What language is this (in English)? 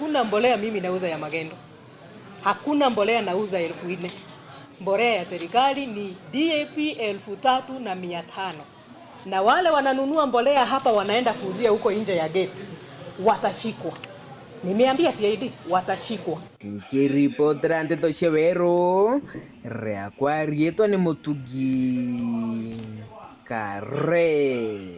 Meru